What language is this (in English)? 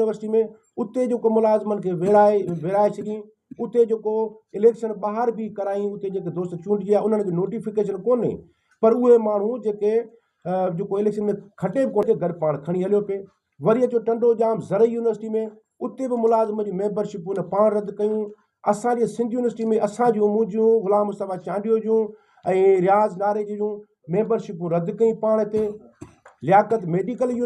Sindhi